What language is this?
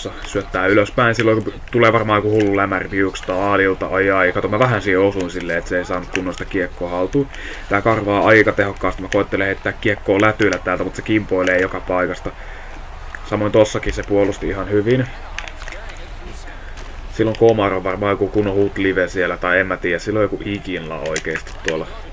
Finnish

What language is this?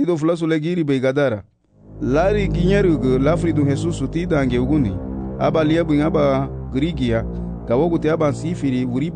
Garifuna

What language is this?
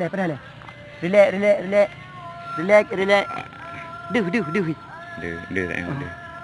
Achinese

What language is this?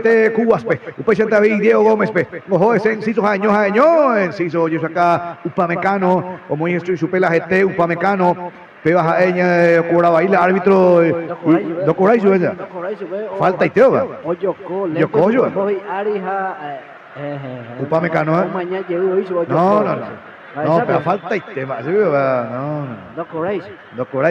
Guarani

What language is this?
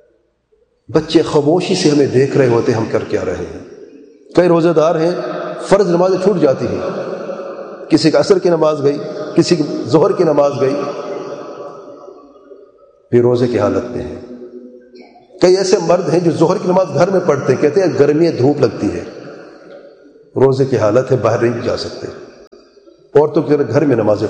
Urdu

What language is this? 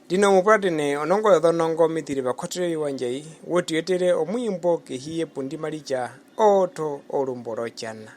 Herero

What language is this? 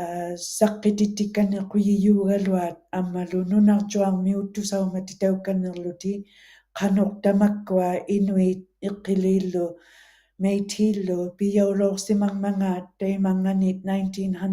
Western Canadian Inuktitut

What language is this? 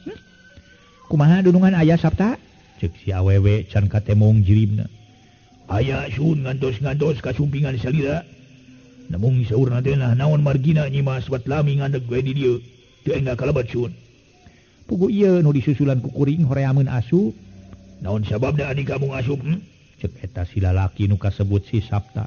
Sundanese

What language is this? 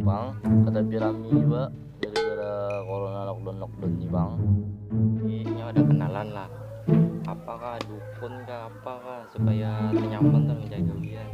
Banjar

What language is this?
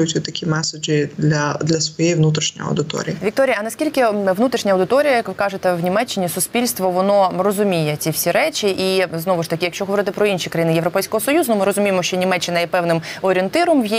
Ukrainian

